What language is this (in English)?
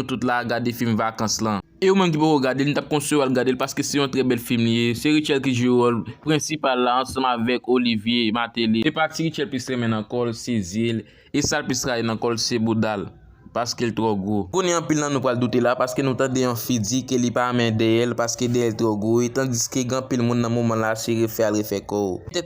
Haitian Creole